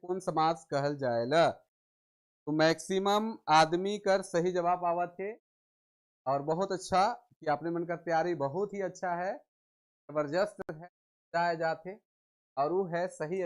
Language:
Sadri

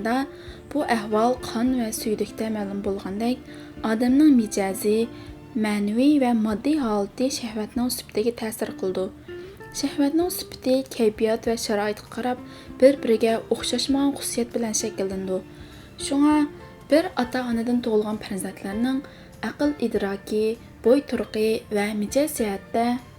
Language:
Uyghur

